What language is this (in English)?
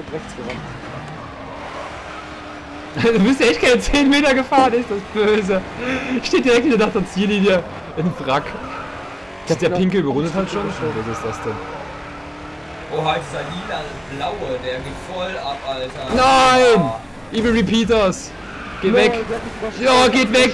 German